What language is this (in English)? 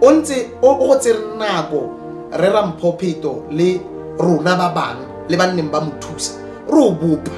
Tswana